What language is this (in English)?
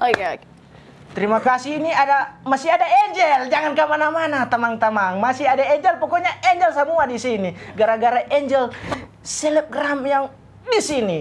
Manado Malay